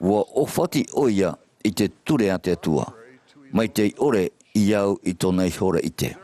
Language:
Tahitian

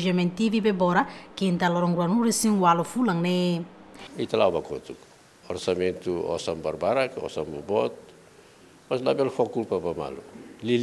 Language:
Tetum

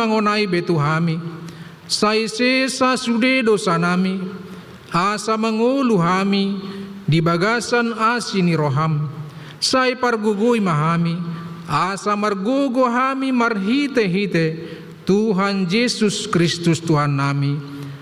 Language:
Batak Toba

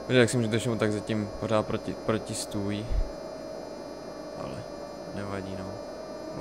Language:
Czech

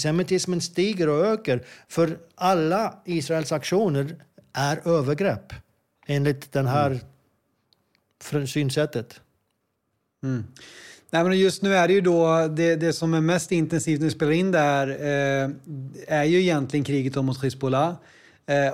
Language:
Swedish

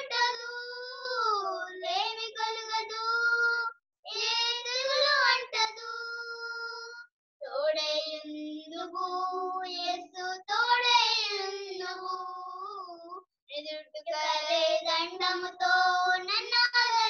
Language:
Telugu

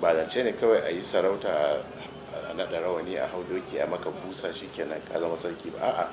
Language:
Hausa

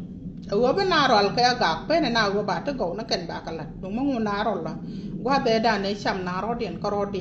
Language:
Nuer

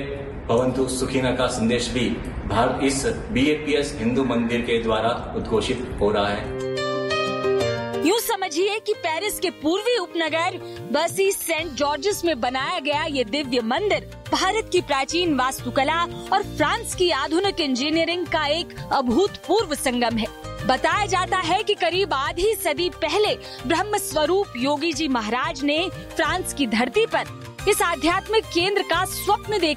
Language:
Hindi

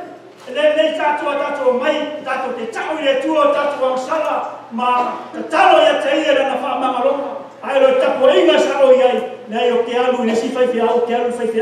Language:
Samoan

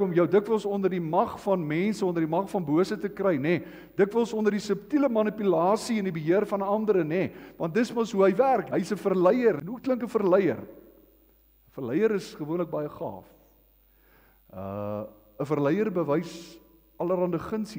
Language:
Afrikaans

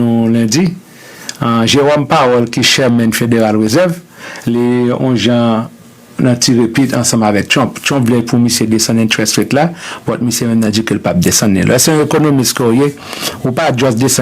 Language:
Haitian Creole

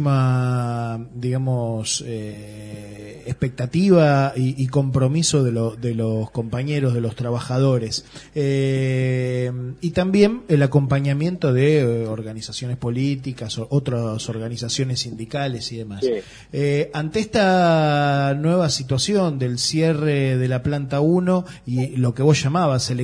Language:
Spanish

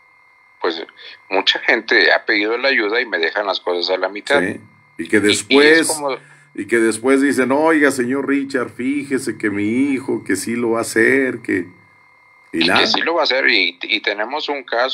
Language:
Spanish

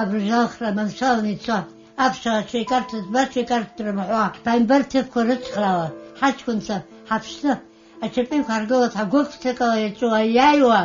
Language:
Abkhazian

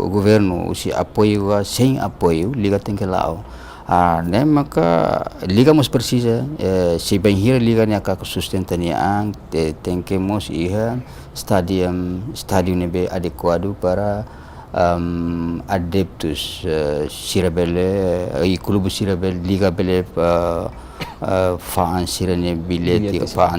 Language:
Tetum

